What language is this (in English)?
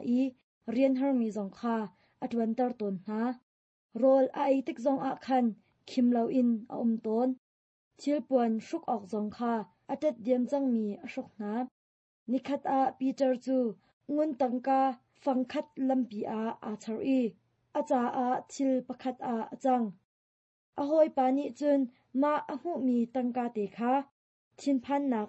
Hakha Chin